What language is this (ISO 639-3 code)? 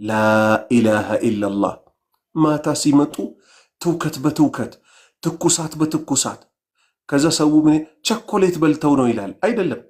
amh